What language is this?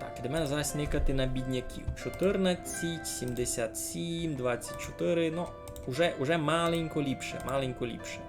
Rusyn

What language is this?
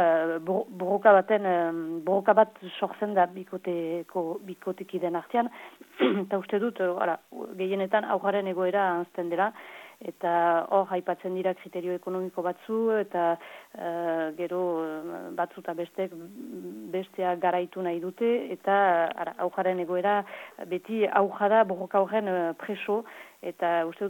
Basque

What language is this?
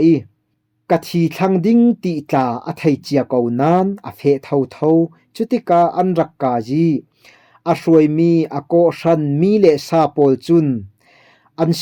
Falam Chin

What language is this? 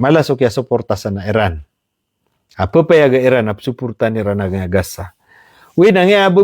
Maranao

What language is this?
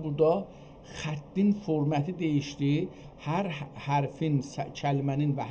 South Azerbaijani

